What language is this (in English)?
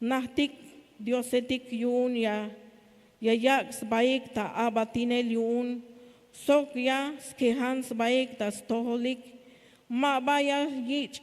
Tzeltal